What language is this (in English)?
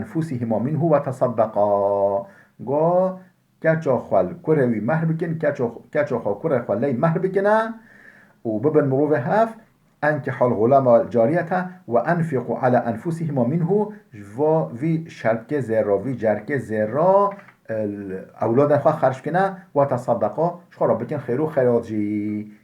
Kurdish